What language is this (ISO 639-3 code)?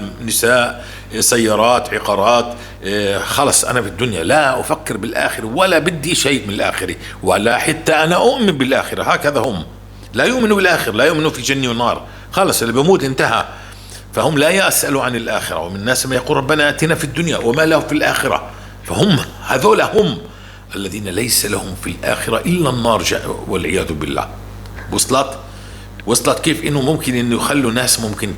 apc